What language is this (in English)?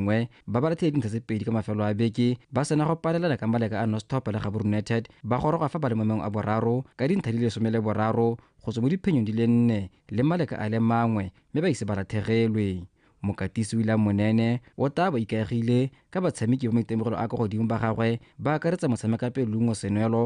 Tswana